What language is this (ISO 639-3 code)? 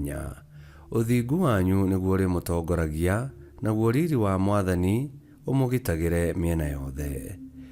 kik